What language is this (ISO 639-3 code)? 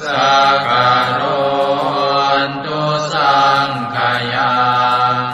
pli